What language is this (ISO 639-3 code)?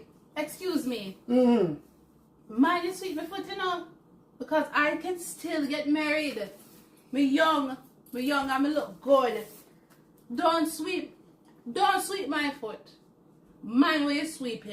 jam